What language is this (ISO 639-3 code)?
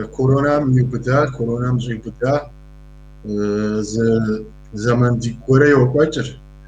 kbd